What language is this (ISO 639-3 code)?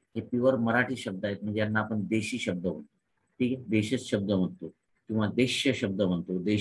mar